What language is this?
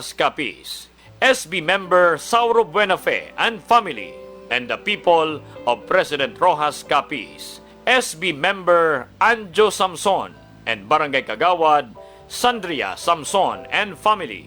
Hiligaynon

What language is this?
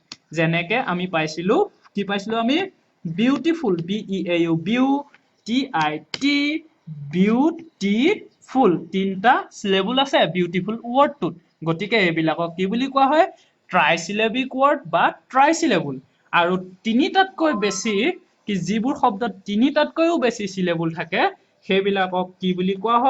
Assamese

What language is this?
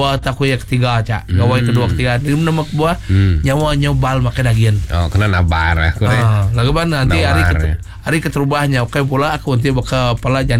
Iban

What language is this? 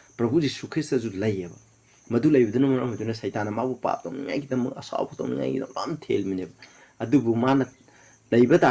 Manipuri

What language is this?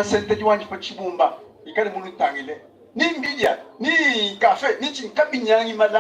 Luba-Lulua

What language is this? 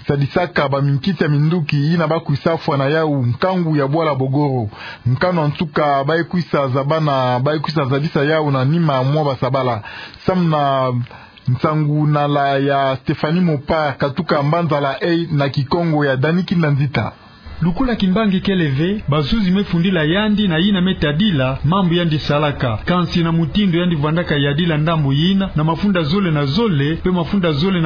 Kituba (Democratic Republic of Congo)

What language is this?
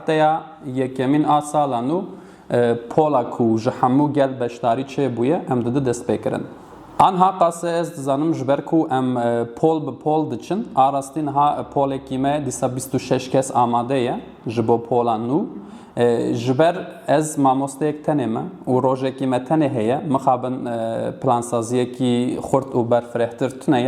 Kurdish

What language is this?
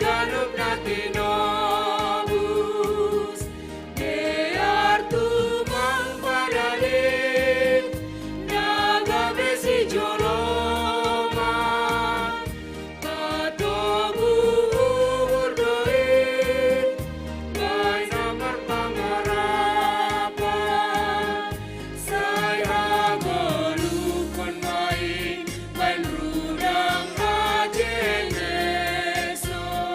Batak Simalungun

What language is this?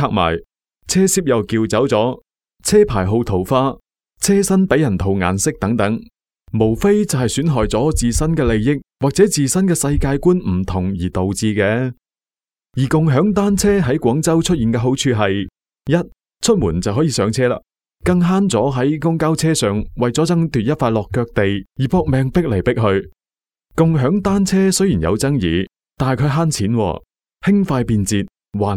Cantonese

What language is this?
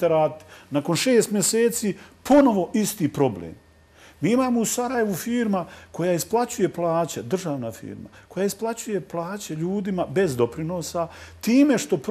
Bosnian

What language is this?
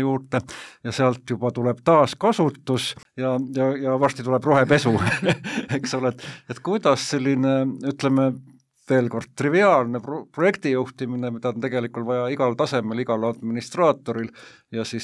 Estonian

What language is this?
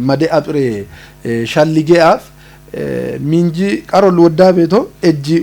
Kafa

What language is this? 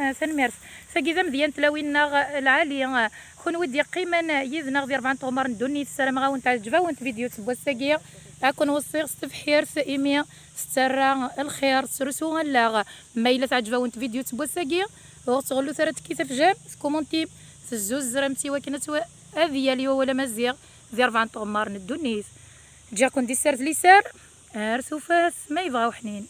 Kabyle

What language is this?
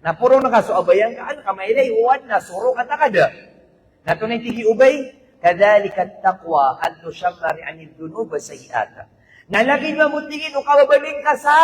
Maranao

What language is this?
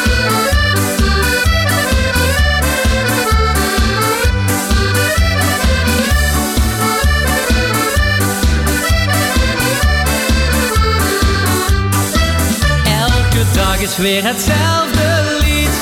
Dutch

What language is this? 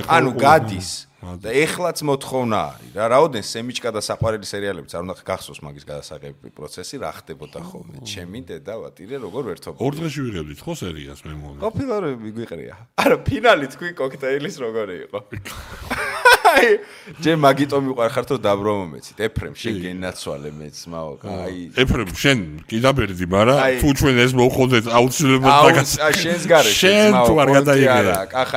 Georgian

